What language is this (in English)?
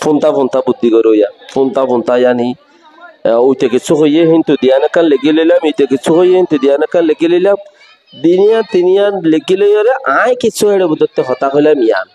Rohingya